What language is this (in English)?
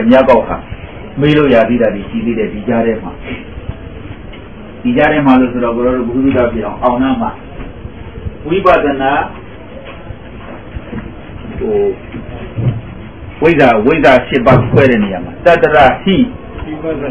Burmese